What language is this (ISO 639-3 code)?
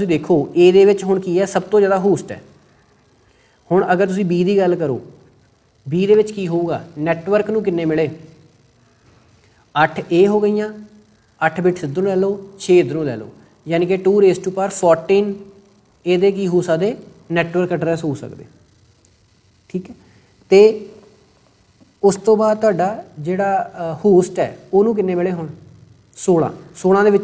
pan